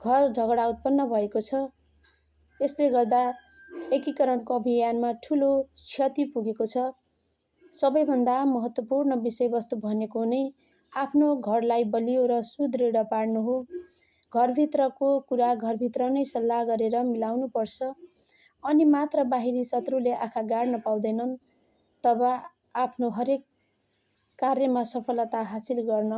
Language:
Nepali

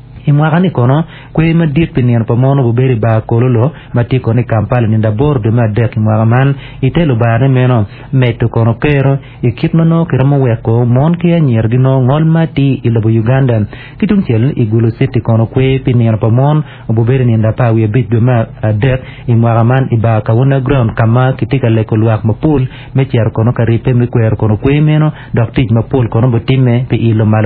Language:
Acoli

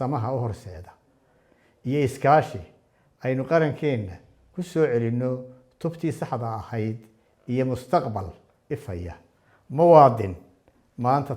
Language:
Somali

